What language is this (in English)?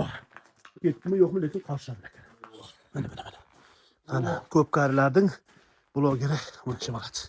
Uzbek